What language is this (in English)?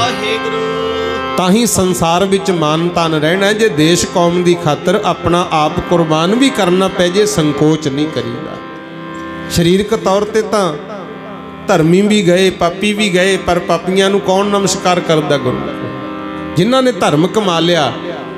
Punjabi